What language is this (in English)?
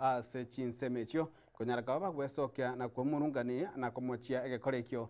Gusii